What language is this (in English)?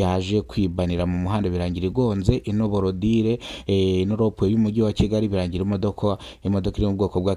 Kinyarwanda